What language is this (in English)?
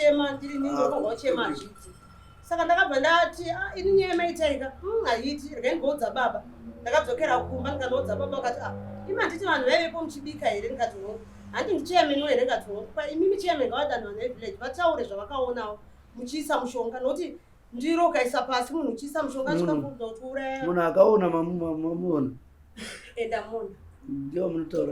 Shona